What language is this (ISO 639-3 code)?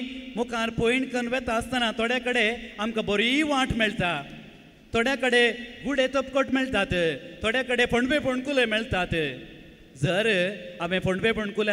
kok